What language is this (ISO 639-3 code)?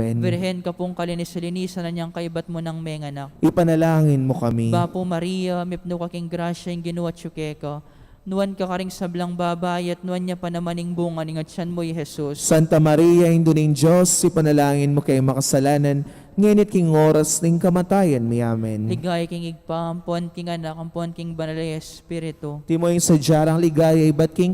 pam